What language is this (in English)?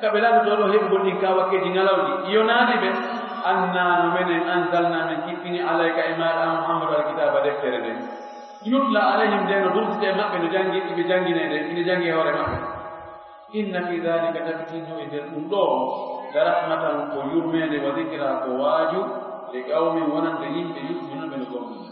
Fula